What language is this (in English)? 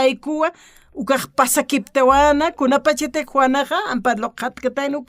Aymara